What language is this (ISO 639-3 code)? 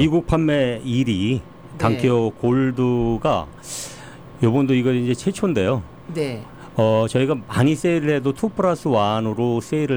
kor